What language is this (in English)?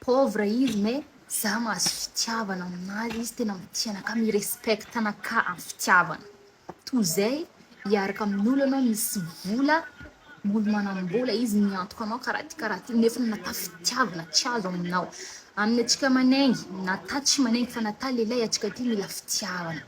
Malagasy